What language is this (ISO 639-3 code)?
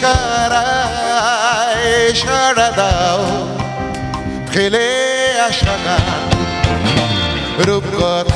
ben